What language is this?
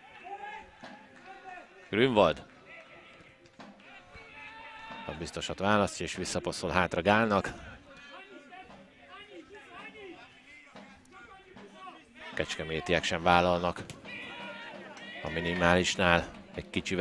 Hungarian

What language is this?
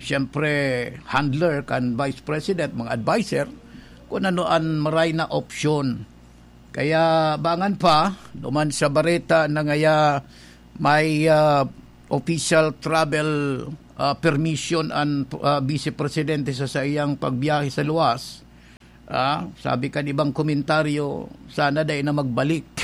Bikol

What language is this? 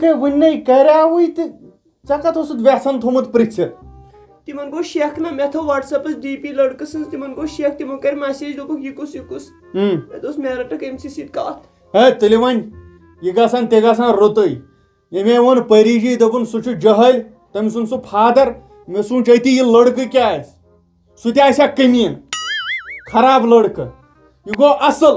Kashmiri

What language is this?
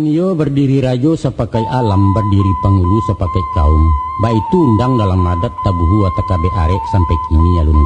Minangkabau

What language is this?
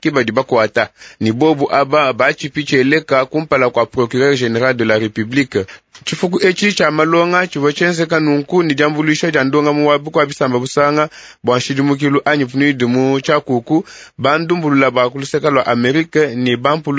Luba-Lulua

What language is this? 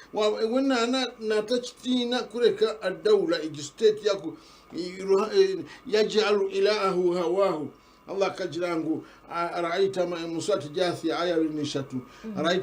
Nyankole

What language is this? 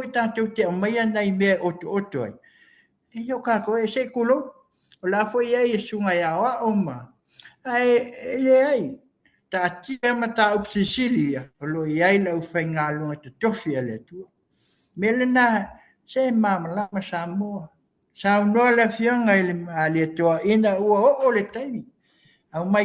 Samoan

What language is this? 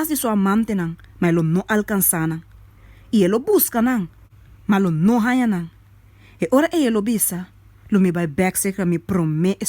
Papiamento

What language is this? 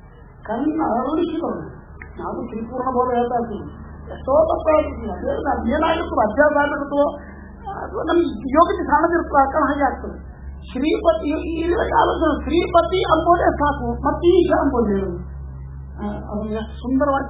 Kannada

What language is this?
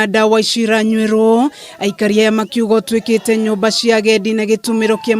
Kikuyu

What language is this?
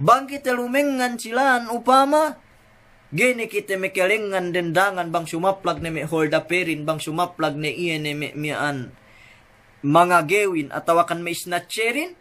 Yakan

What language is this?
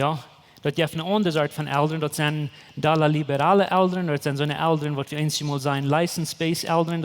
Plautdietsch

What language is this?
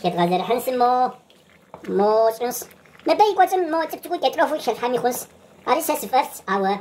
Kabardian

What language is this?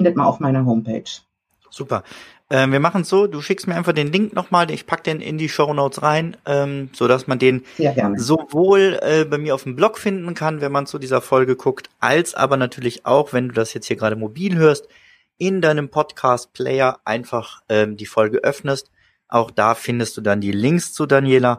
German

